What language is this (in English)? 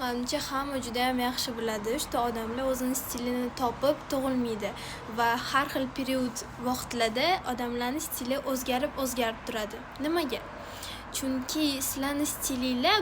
Uzbek